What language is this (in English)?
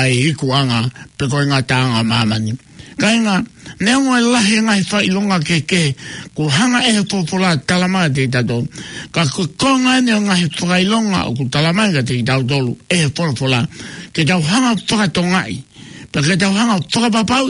Tongan